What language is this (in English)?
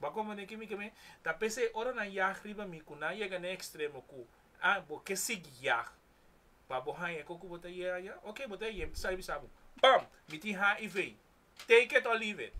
Papiamento